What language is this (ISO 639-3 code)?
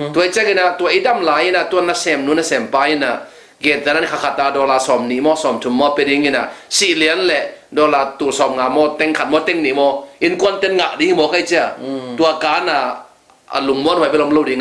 ctd